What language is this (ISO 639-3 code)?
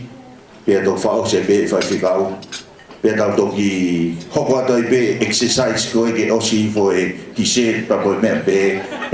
ton